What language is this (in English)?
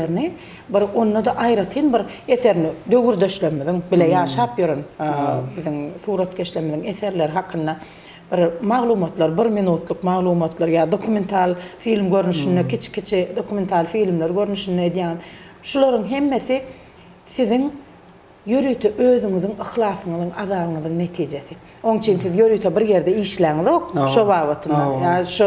Turkmen